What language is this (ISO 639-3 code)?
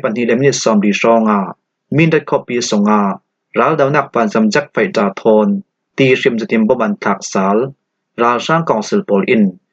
cfm